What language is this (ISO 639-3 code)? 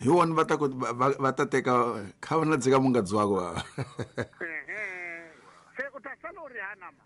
tso